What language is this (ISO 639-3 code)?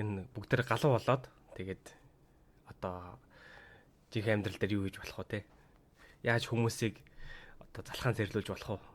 mon